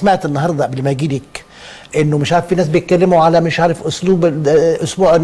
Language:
Egyptian Arabic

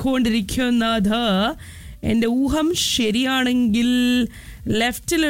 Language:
Malayalam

